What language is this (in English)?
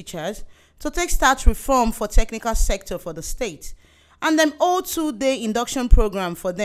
Nigerian Pidgin